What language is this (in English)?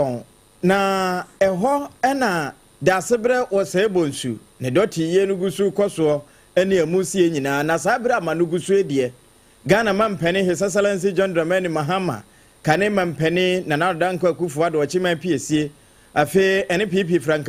Akan